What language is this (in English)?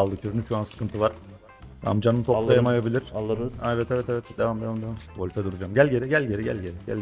Turkish